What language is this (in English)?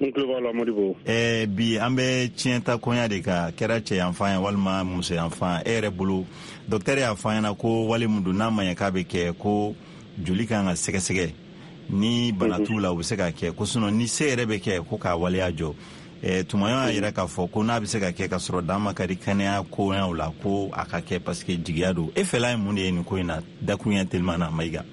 Bambara